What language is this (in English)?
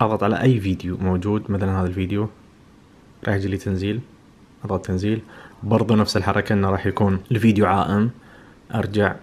Najdi Arabic